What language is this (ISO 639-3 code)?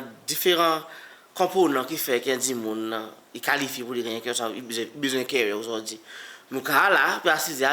crs